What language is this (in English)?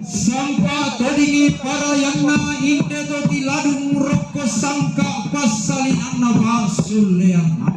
Toraja-Sa'dan